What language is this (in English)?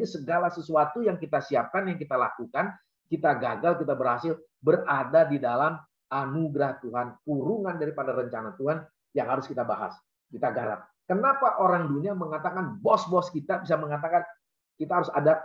Indonesian